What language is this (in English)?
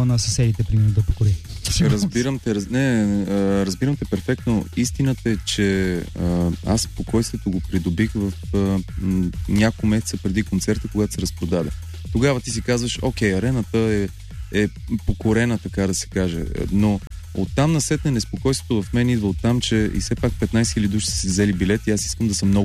Bulgarian